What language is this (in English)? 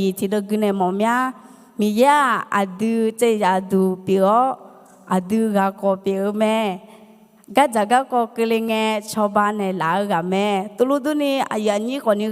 Akha